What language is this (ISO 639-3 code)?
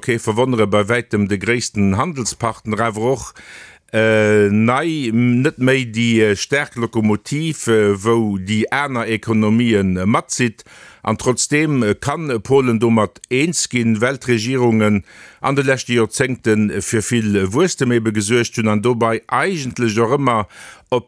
ltz